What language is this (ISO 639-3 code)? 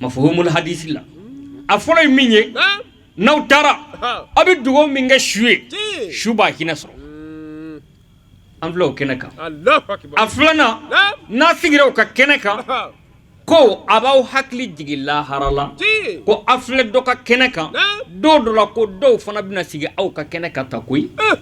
bam